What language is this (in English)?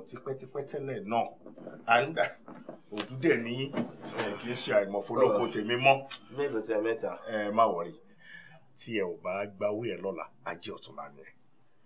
Yoruba